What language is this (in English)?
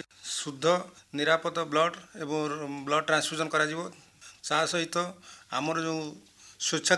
Odia